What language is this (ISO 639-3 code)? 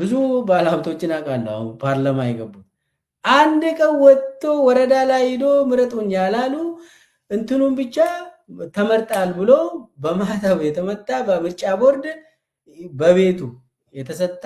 amh